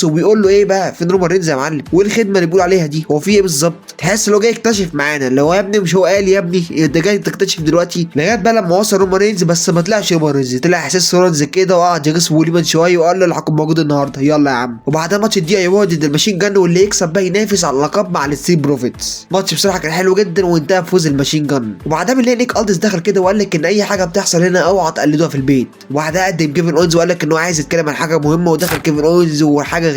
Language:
Egyptian Arabic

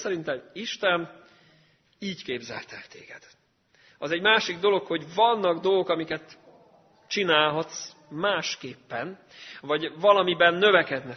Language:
Hungarian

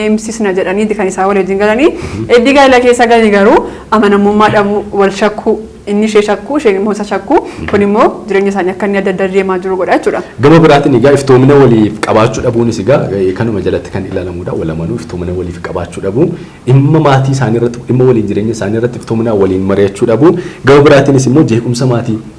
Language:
Oromo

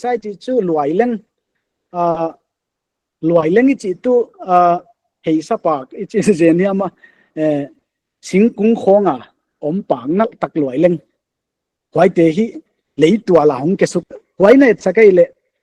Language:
Paite Chin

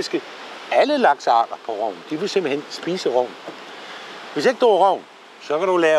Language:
Danish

